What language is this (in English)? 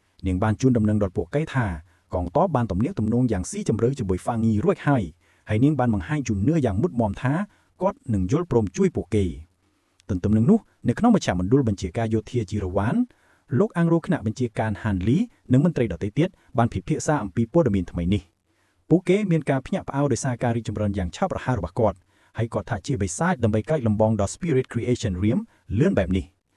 Khmer